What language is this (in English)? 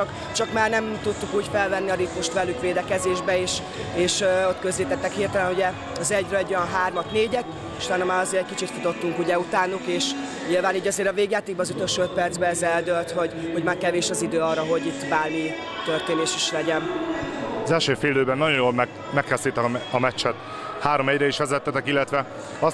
Hungarian